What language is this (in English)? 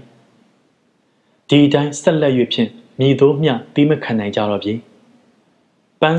Burmese